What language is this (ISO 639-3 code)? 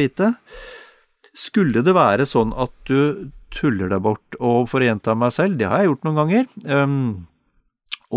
nor